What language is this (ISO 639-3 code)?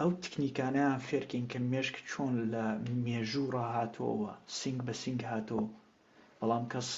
ckb